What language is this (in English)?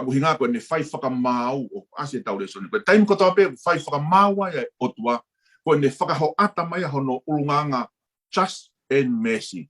Tongan